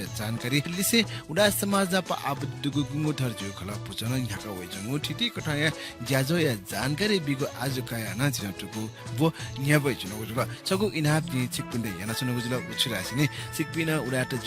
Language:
Newari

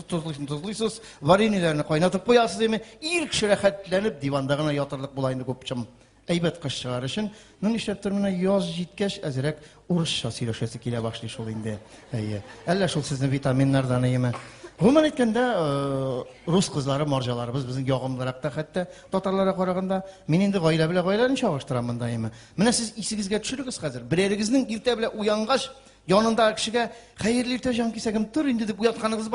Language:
Tatar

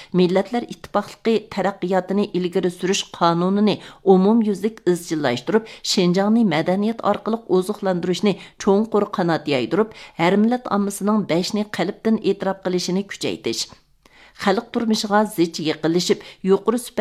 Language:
Uyghur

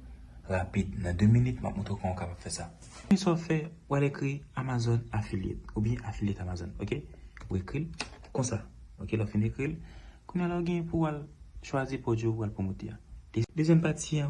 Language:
Haitian Creole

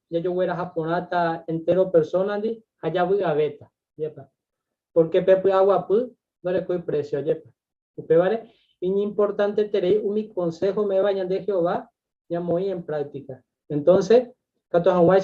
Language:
Guarani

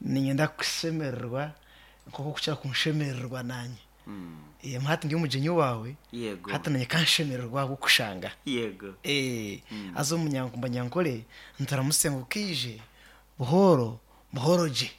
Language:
Nyoro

